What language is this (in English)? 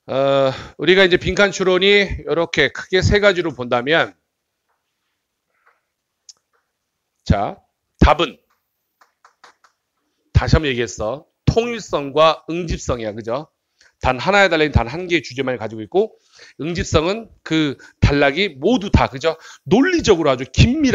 Korean